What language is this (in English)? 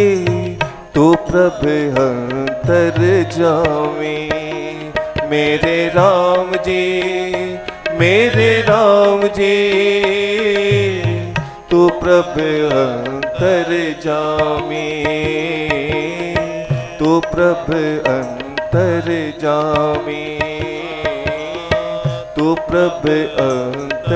Hindi